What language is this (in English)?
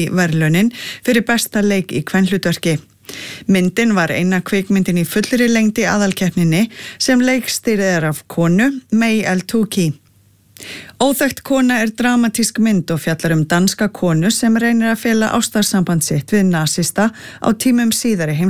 Icelandic